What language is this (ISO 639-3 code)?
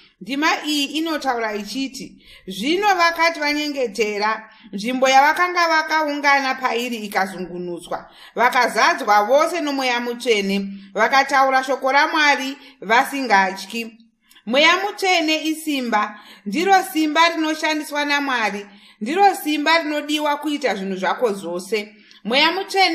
sna